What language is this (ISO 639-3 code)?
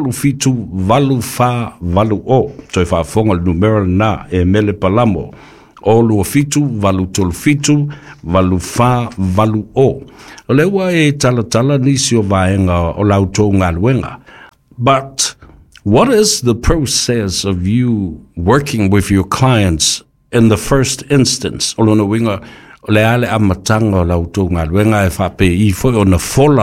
smo